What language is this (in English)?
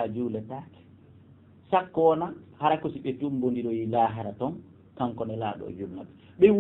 Fula